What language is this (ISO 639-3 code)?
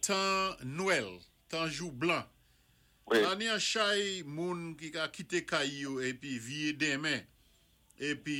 acf